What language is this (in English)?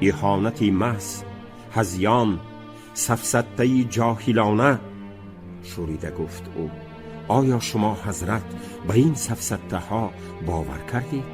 Tajik